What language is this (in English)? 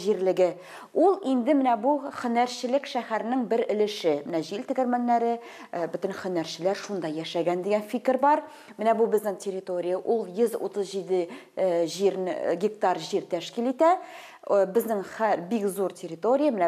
Tatar